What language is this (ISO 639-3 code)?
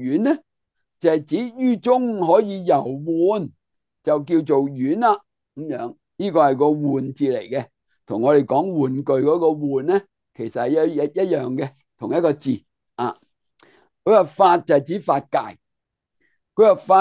yue